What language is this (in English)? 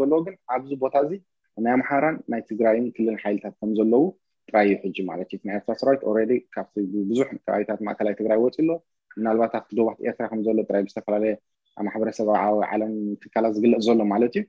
Tigrinya